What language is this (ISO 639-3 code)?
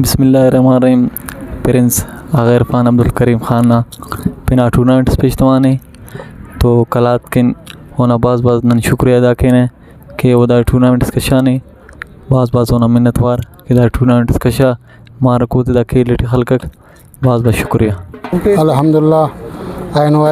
brh